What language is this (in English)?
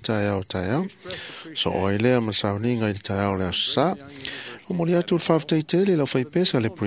Samoan